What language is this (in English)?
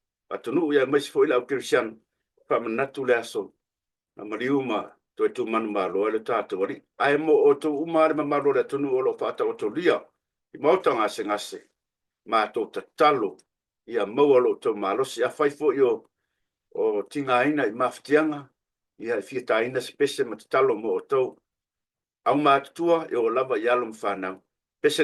Samoan